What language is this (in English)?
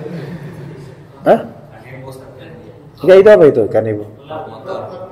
Indonesian